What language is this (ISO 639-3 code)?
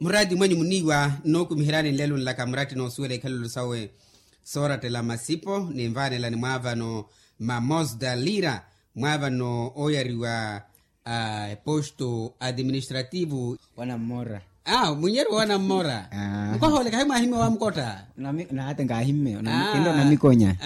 vmw